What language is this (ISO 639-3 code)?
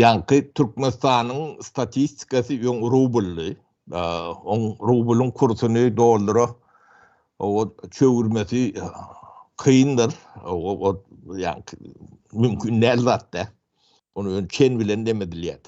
tuk